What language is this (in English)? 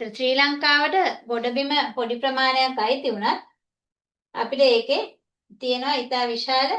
Sinhala